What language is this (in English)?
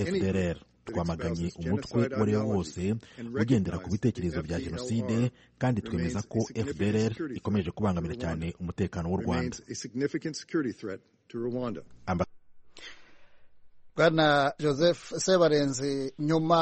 Kinyarwanda